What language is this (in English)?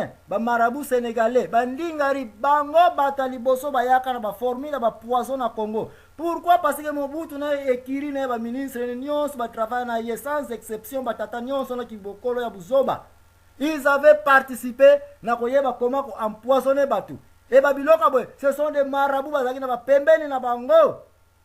Lingala